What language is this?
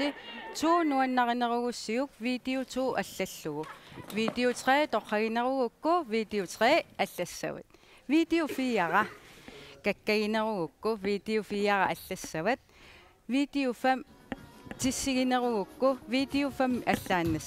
Kalaallisut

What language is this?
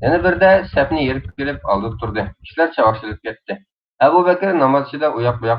Uyghur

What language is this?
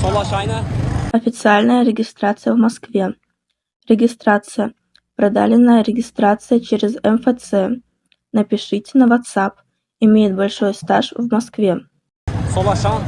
Tajik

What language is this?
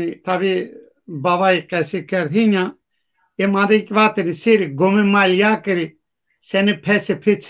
Zaza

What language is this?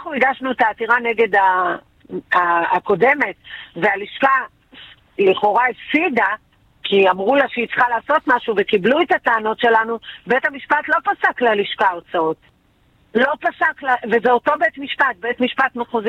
Hebrew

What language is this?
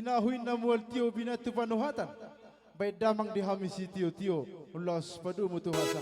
Batak Simalungun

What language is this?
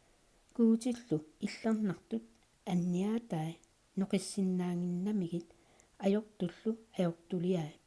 Kalaallisut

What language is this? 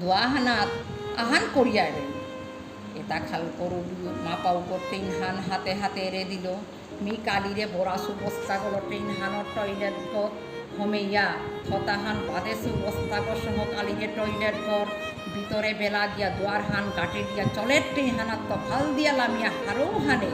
Bishnupriya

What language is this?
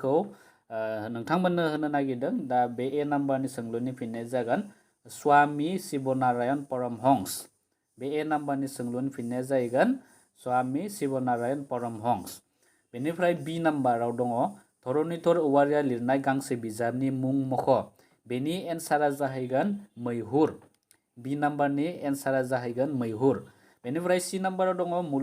Bodo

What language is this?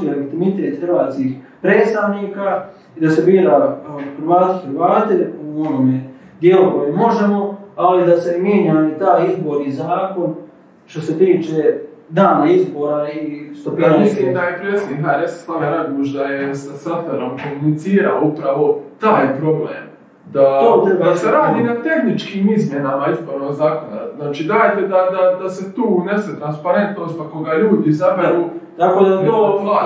Croatian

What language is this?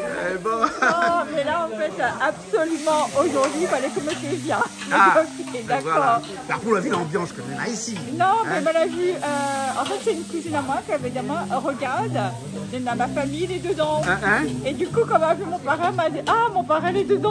Réunion Creole French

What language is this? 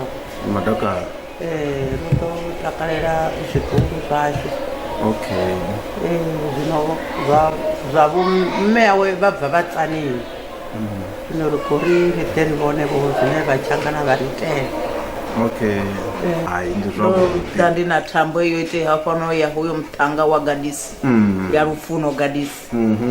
Venda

